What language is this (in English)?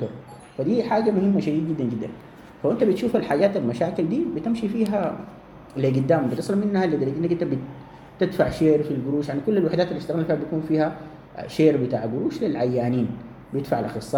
Sudanese Arabic